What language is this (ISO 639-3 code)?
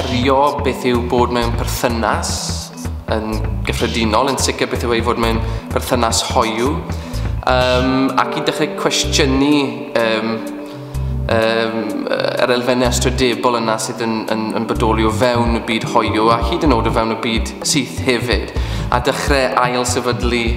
cym